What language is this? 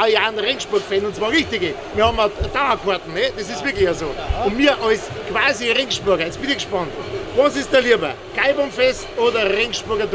Bavarian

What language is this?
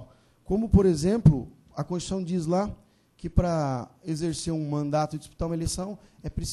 Portuguese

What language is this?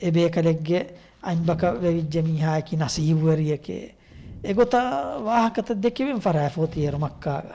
Divehi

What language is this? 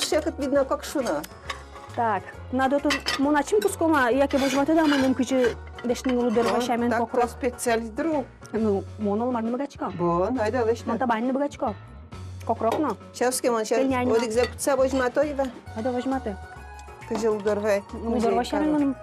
Udmurt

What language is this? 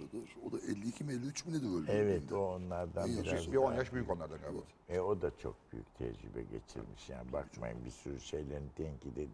Turkish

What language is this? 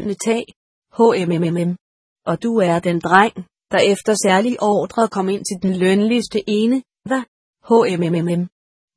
Danish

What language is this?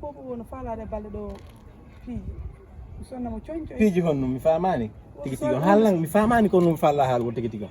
Fula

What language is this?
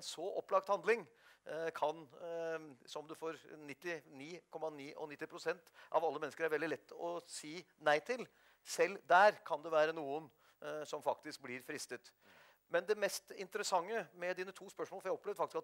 Norwegian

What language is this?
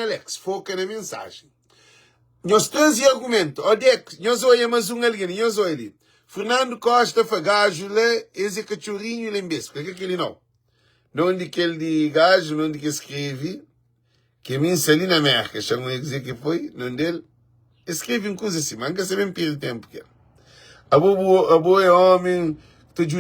Kabuverdianu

